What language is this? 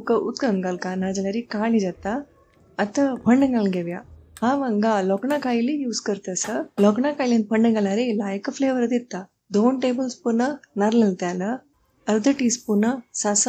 Konkani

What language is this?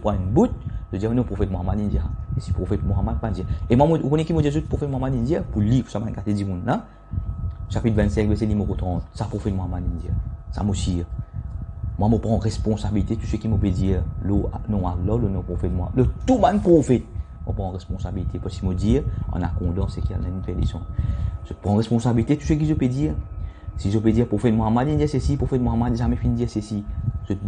Morisyen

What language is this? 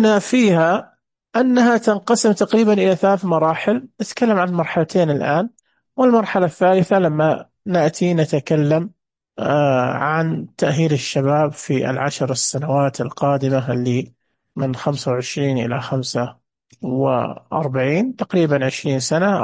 Najdi Arabic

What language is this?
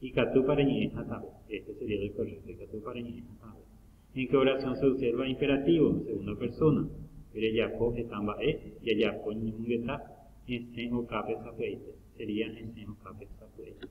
Guarani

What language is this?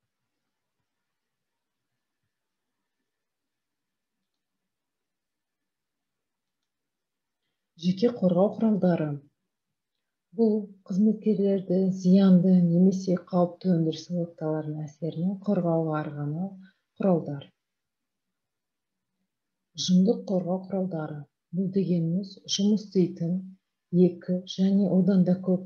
Kazakh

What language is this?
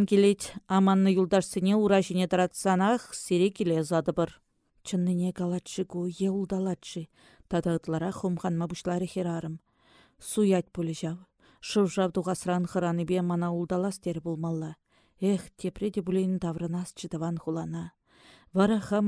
Chuvash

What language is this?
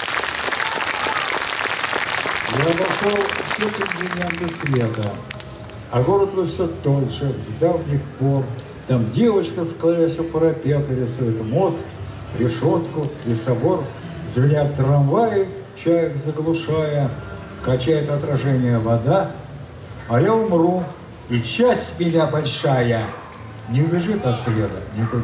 Russian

